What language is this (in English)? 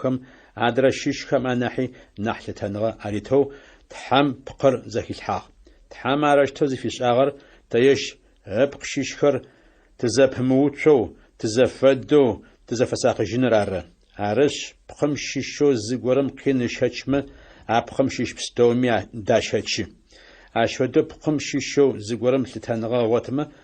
Adyghe